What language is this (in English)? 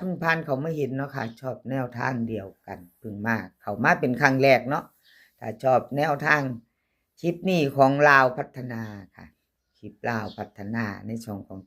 Northeastern Thai